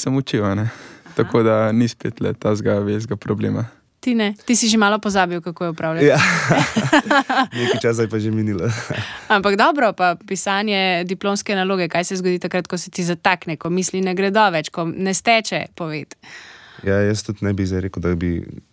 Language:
Slovenian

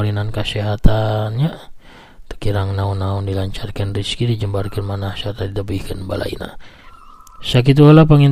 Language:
Sundanese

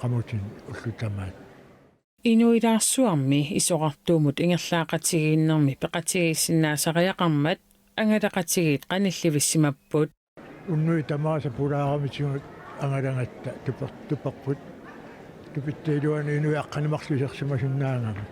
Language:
Kalaallisut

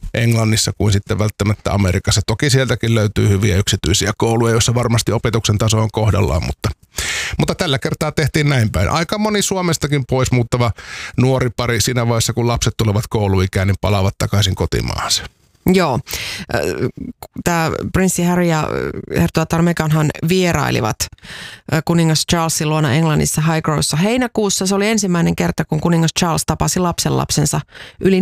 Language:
Finnish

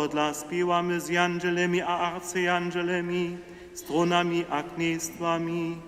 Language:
Upper Sorbian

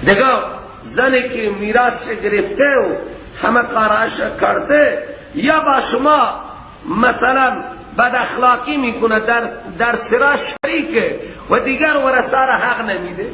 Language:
Persian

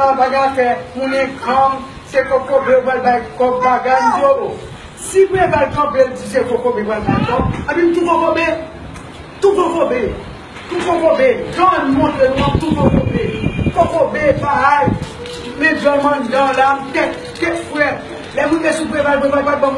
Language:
Haitian Creole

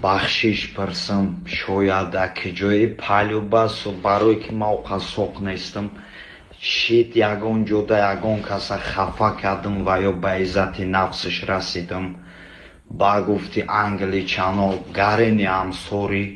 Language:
Tajik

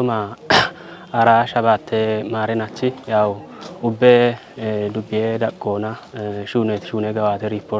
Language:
Kafa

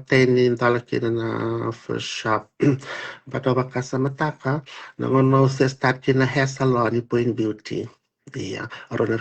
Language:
Fijian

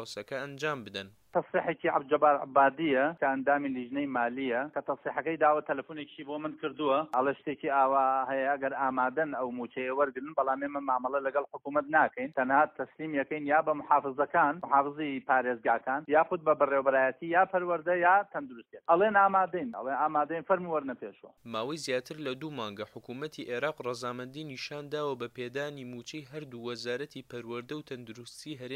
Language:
Central Kurdish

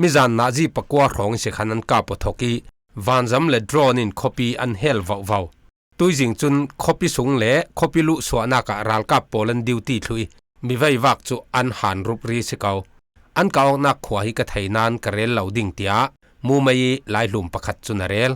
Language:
Falam Chin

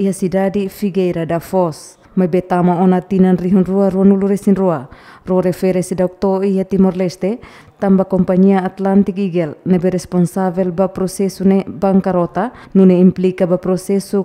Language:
Tetum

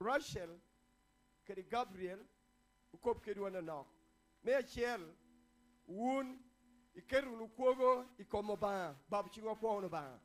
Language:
Lango (Uganda)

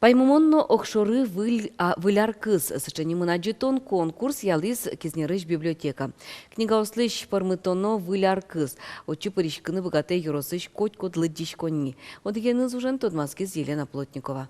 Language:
Udmurt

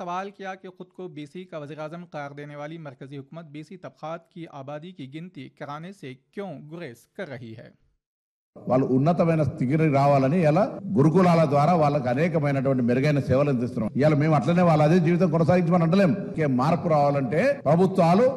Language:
Urdu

